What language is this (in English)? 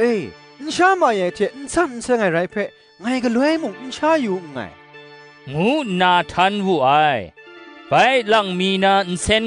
Kachin